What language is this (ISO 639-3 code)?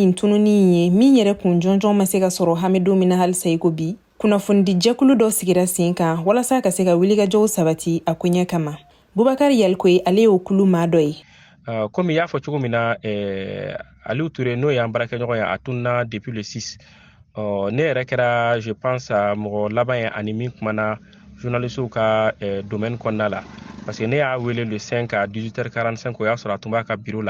bam